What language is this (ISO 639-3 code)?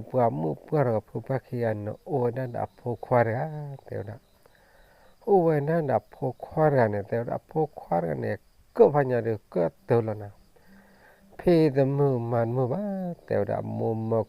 ksw